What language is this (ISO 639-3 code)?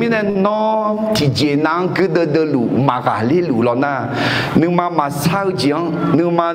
ahk